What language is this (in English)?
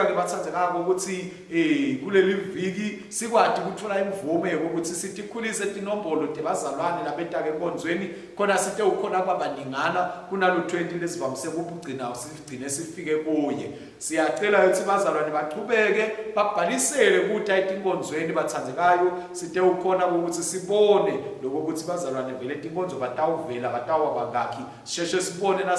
Swati